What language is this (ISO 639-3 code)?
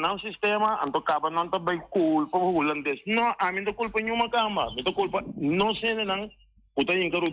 pap